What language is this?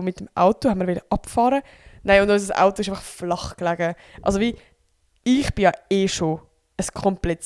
Swiss German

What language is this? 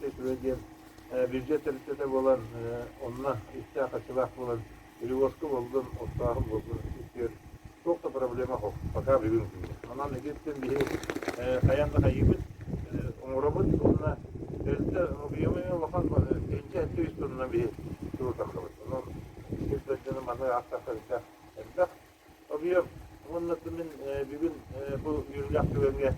Yakut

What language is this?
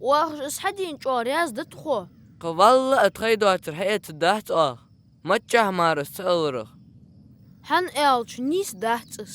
Ingush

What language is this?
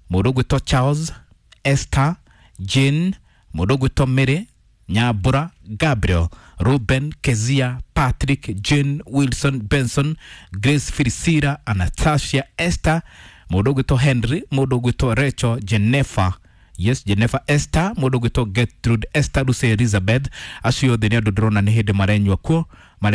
Kikuyu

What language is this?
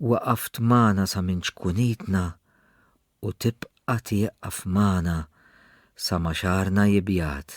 Maltese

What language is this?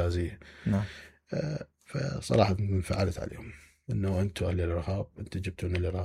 Mesopotamian Arabic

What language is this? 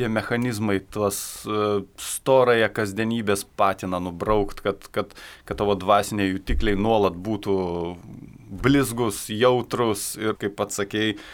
Lithuanian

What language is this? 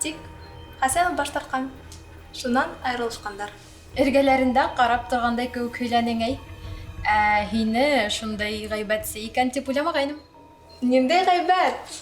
Bashkir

